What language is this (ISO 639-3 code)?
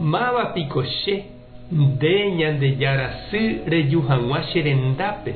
grn